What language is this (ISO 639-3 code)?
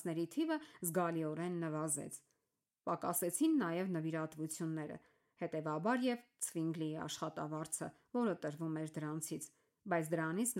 hye